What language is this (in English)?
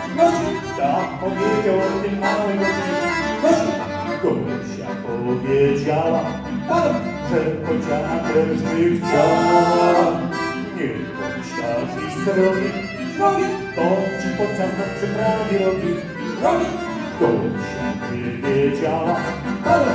Polish